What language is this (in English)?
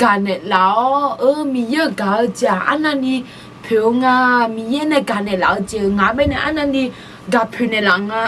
Akha